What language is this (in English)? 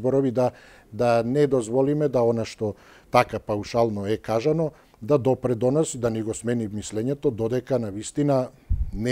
Macedonian